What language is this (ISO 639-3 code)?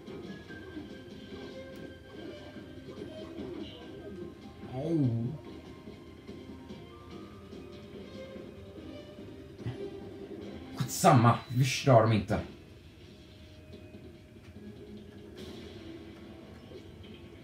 swe